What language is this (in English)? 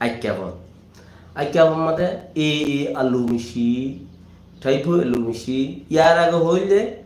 Rohingya